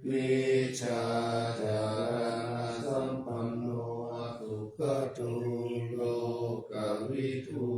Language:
Pali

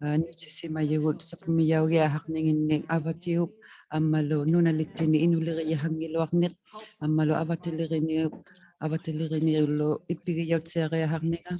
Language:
Inuktitut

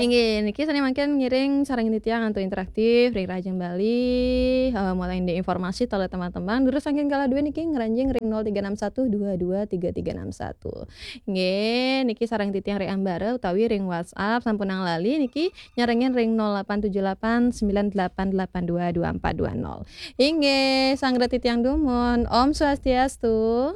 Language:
Balinese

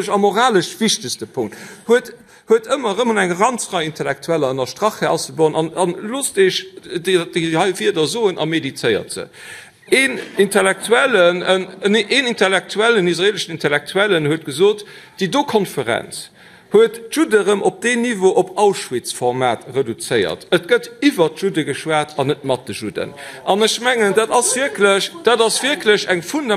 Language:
Luxembourgish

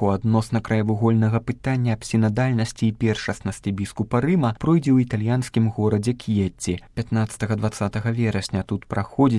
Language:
Belarusian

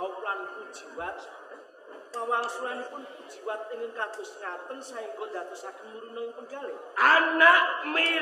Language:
Javanese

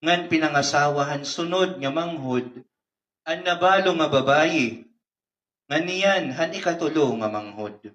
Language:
Waray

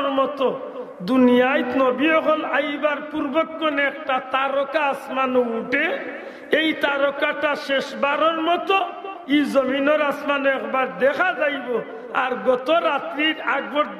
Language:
Sylheti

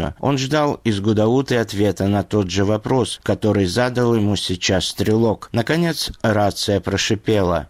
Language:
Russian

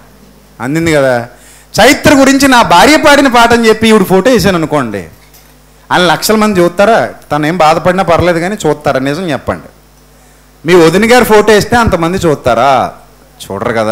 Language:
Telugu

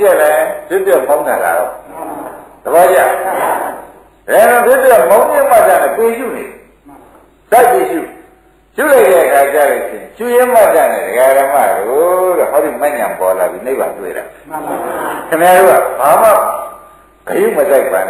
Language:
Burmese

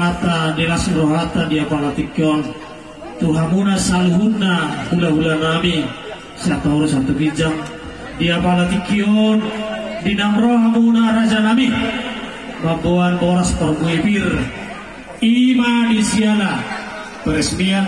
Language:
Batak Toba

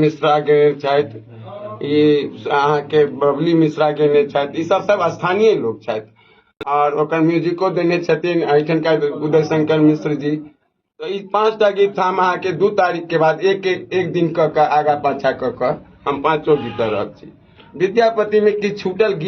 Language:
Maithili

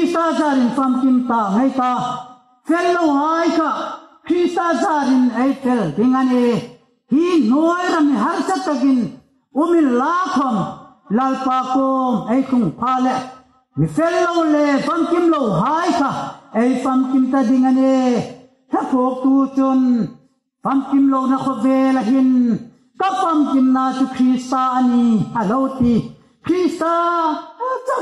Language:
Hmar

